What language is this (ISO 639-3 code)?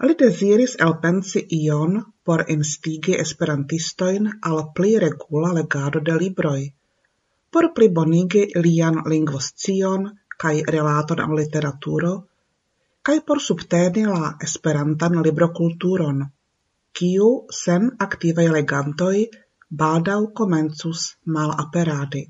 epo